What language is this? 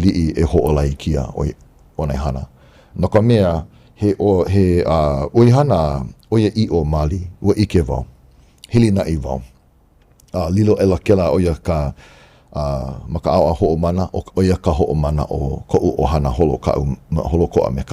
Hawaiian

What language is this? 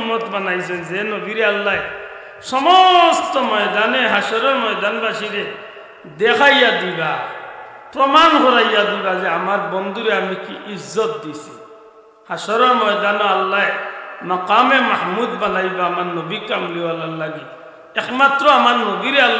Sylheti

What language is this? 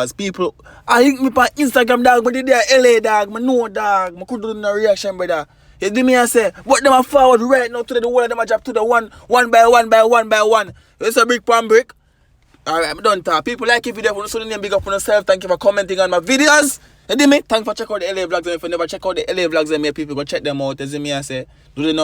Jamaican Creole English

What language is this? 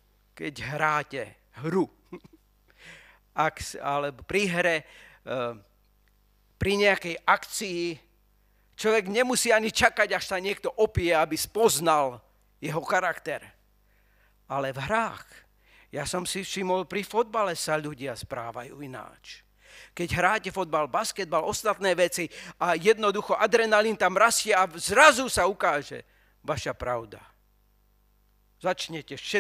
Slovak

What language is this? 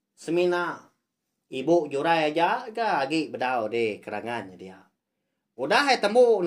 Iban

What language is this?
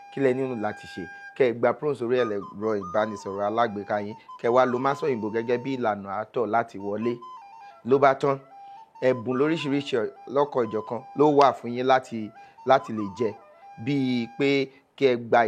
Yoruba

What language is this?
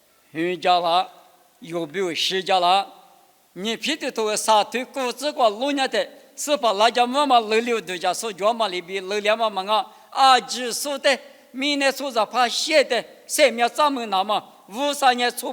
Lisu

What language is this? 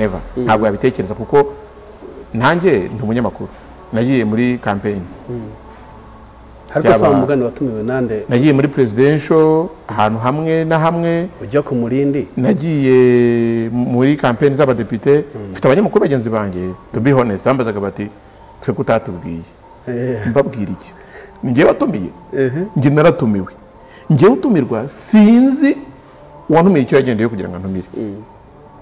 Kinyarwanda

